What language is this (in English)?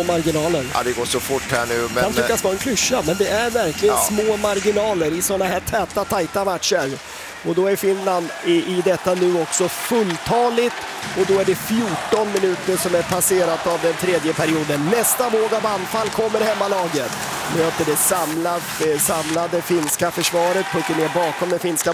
Swedish